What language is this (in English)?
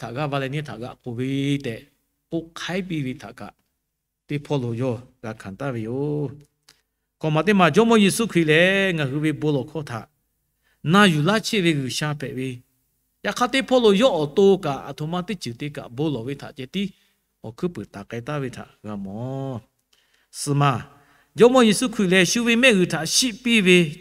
Lahu